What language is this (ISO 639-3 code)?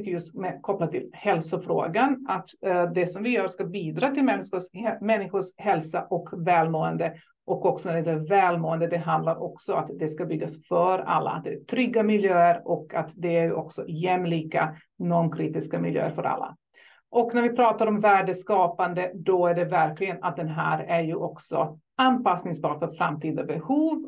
swe